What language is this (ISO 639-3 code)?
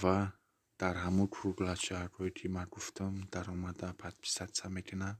tgk